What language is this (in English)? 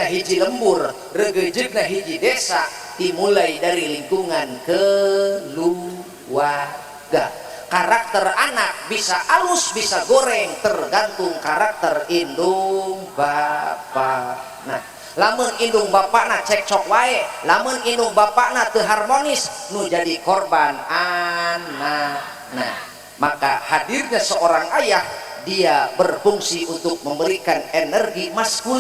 Sundanese